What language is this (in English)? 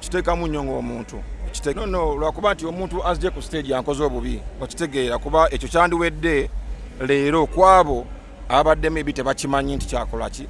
Ganda